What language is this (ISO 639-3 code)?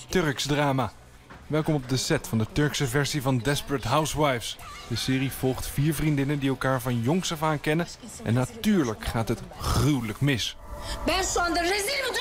nld